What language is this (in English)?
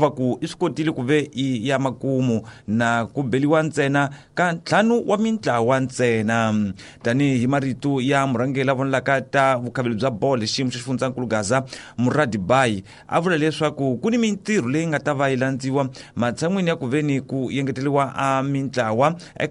Tsonga